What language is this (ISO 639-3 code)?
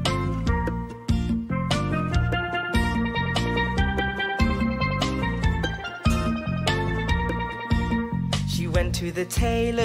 eng